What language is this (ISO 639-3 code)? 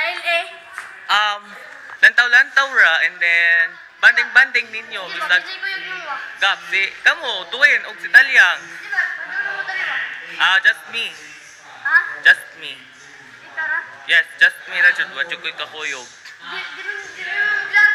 ceb